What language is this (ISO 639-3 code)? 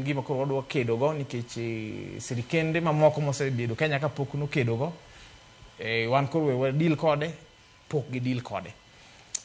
luo